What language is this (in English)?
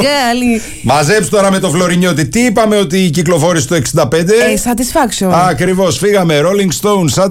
Greek